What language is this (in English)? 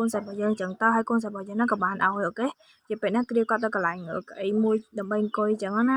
Khmer